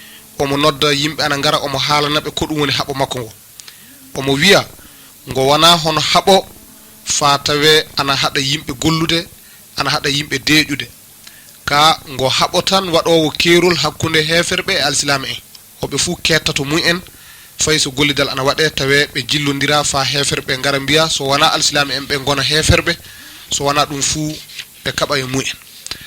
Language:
Fula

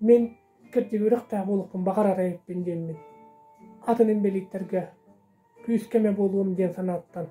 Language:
Yakut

